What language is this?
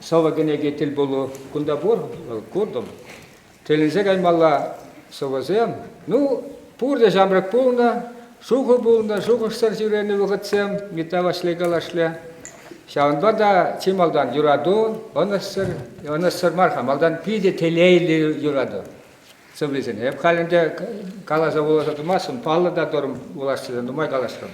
Chuvash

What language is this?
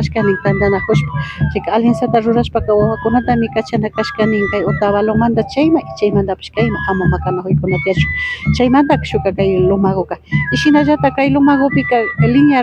Imbabura Highland Quichua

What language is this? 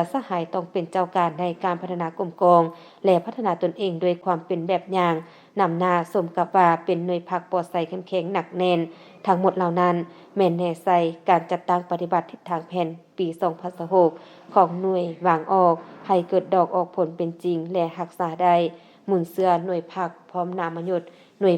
Lao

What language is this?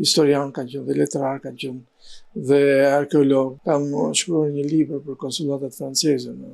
Albanian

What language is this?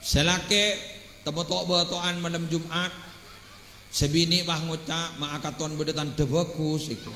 Madurese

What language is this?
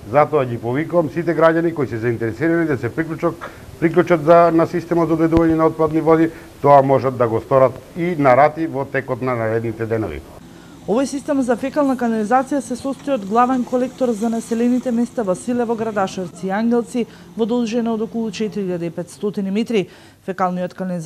Macedonian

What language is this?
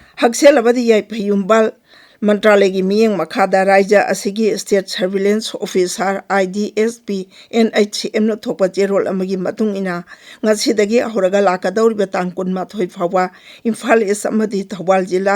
Manipuri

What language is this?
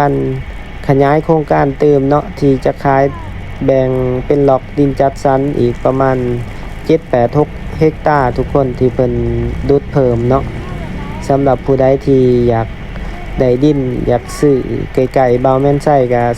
Lao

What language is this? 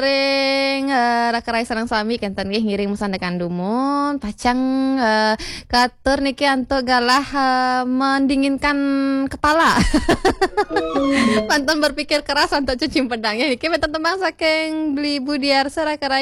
Balinese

